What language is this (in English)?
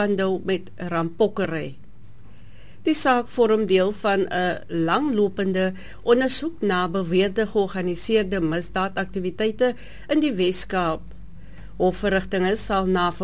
Afrikaans